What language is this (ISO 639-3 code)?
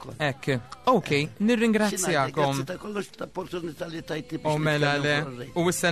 mlt